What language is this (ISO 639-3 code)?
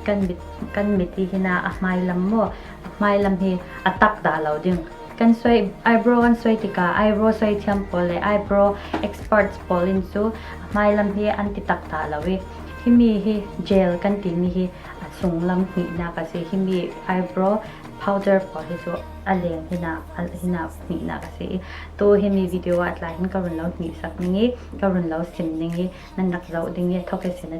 cfm